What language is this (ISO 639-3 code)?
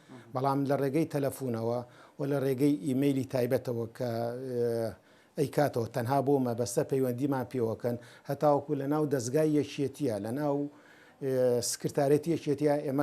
ckb